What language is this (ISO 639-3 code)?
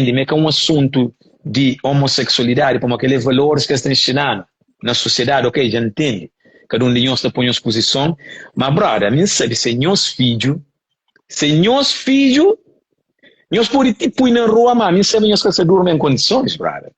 kea